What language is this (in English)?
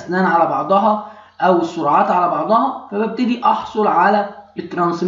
Egyptian Arabic